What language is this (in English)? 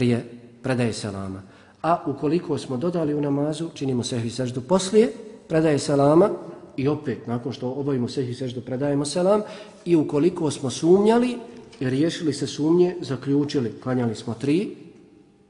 Bosnian